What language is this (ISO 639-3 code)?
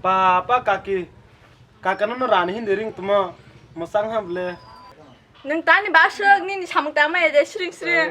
trp